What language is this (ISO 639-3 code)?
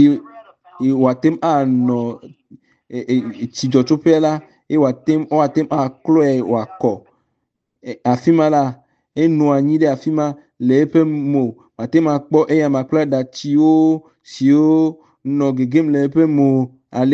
ewe